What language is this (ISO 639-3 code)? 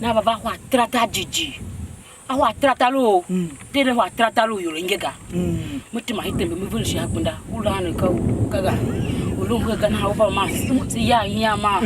tiv